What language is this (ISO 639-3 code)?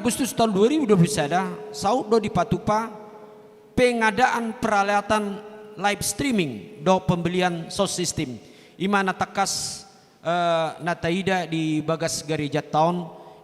bbc